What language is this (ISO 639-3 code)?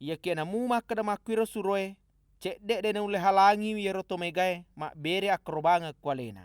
bug